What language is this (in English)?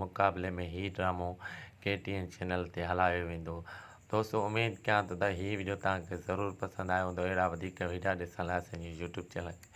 Sindhi